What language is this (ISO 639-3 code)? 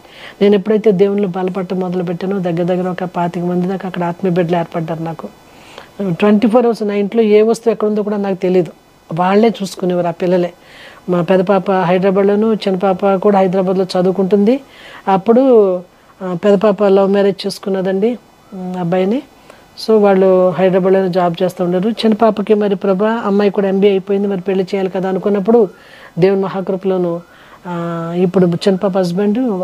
tel